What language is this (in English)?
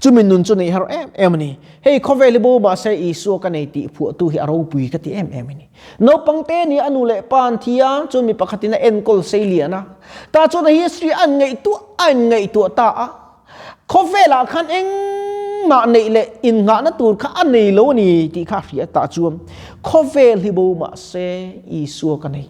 Mizo